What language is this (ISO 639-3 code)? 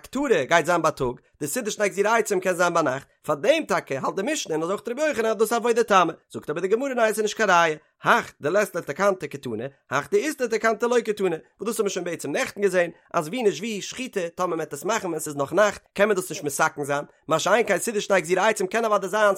yid